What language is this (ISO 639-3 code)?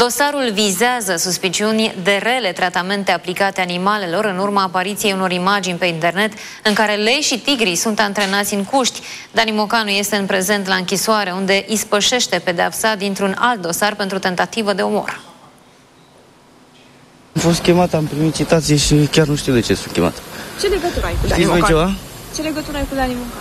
ron